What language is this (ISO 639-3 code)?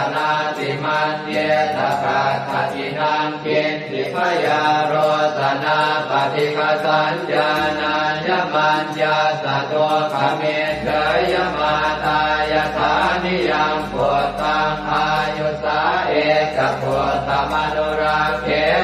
pli